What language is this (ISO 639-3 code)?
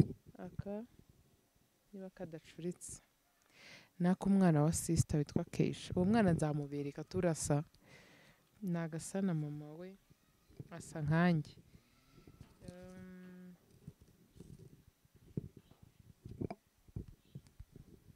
kin